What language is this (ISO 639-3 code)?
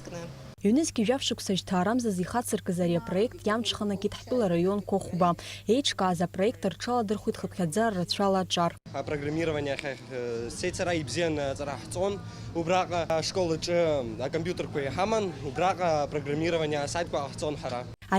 abk